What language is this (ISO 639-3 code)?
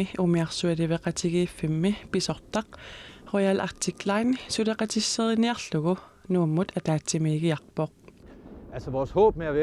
kal